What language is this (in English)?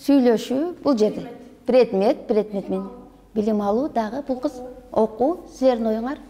Kyrgyz